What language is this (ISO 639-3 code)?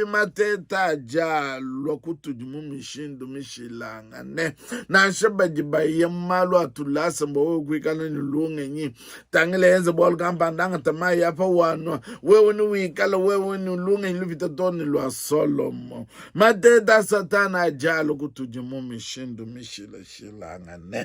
lua